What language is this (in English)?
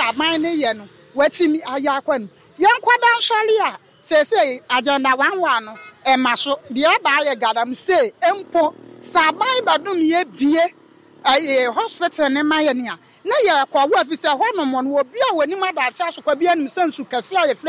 Akan